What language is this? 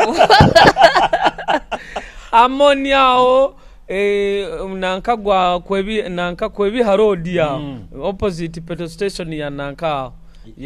Nyoro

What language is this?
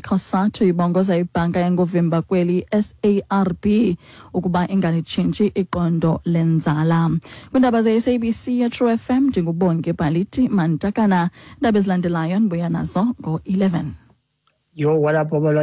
Xhosa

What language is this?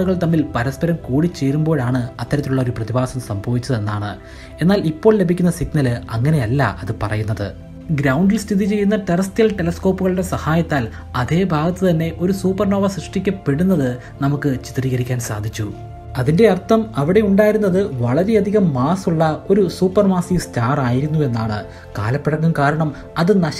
Malayalam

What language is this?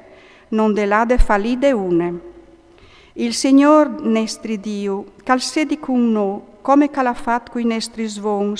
Friulian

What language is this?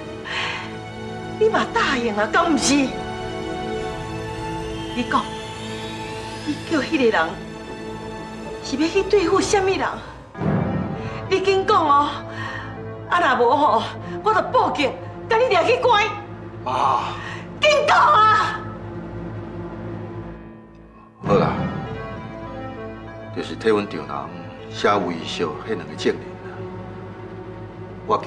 Min Nan Chinese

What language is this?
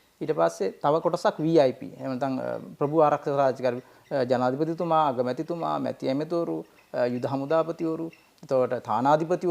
Sinhala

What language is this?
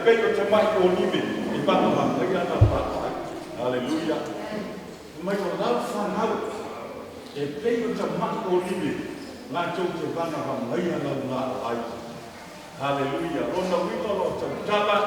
Samoan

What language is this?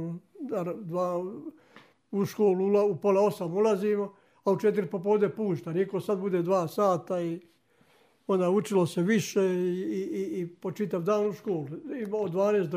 Serbian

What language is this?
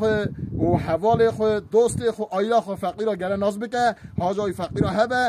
Kurdish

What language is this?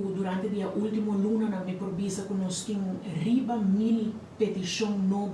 Papiamento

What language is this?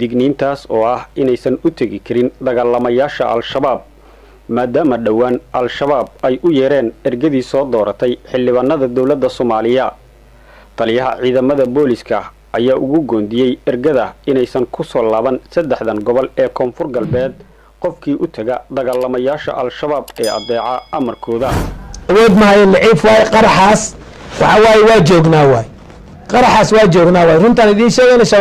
Somali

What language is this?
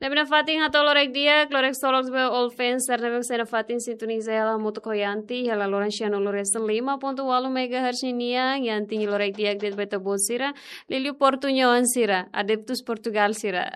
Tetum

